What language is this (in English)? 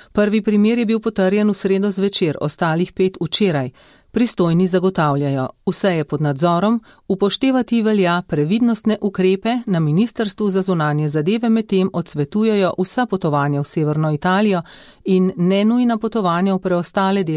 Slovenian